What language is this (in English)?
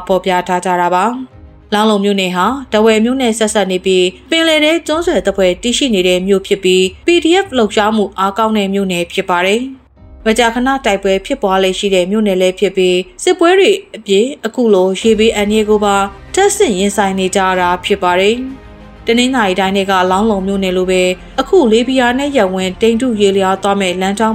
Burmese